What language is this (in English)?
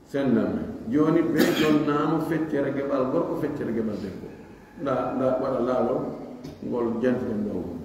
Pular